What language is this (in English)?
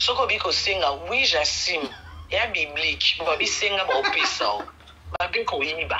Lingala